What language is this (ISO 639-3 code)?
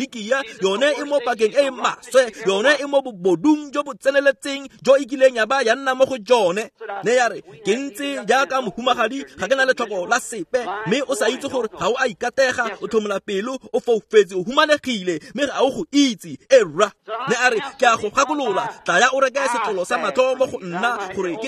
tsn